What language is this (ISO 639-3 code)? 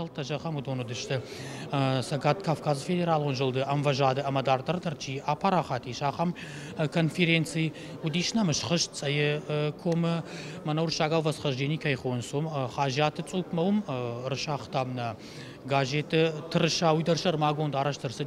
oss